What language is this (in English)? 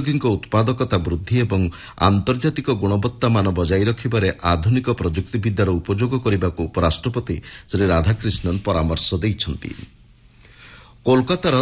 Odia